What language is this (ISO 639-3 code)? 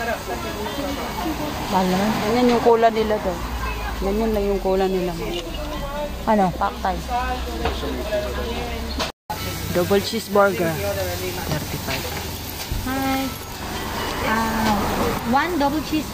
fil